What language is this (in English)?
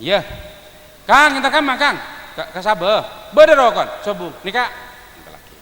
Madurese